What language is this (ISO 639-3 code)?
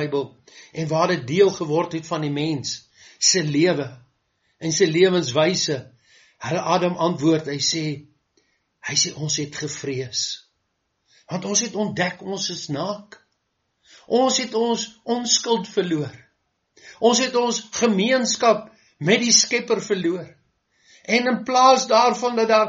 afr